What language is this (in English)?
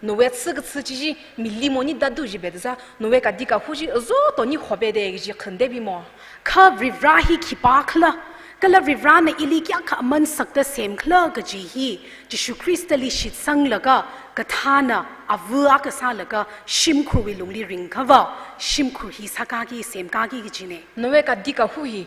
Tangkhul Naga (India)